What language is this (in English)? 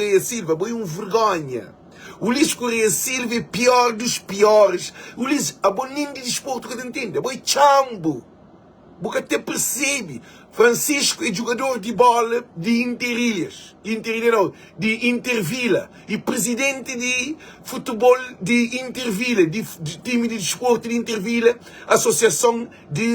Kabuverdianu